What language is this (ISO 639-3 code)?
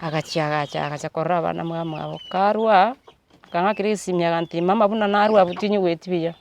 guz